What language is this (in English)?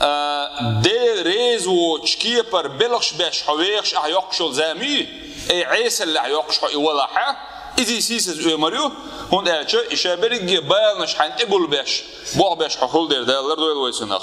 Chechen